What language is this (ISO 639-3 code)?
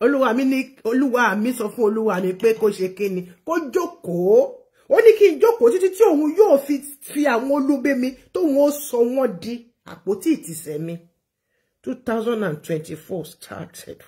yor